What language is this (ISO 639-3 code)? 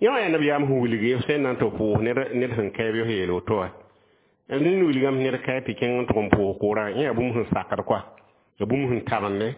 mos